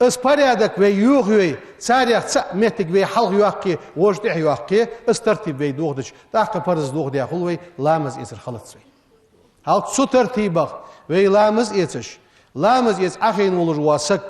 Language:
Ingush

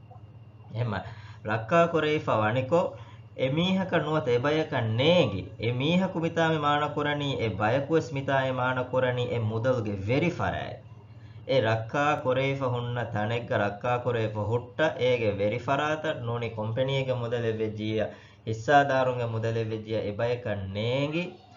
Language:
Divehi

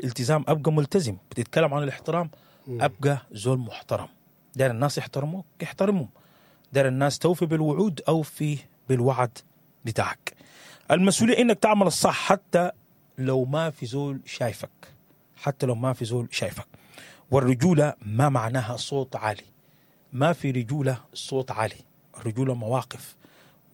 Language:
Sudanese Arabic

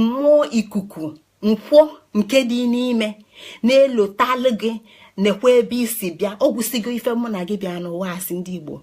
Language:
Igbo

